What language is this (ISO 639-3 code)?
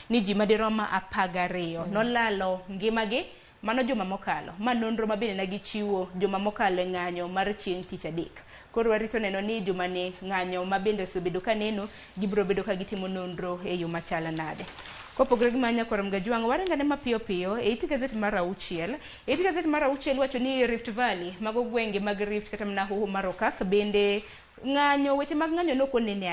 luo